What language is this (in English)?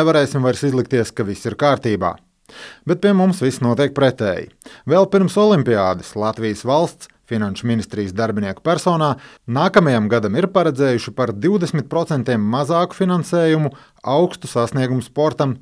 Latvian